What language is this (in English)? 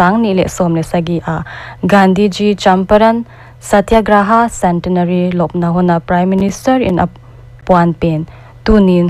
Paite Chin